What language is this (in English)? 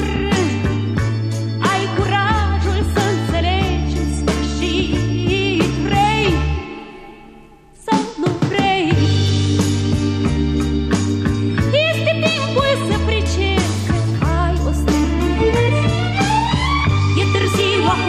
Romanian